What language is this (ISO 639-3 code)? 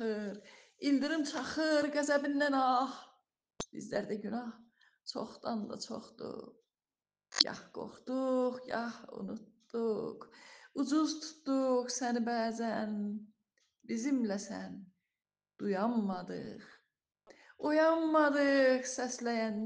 aze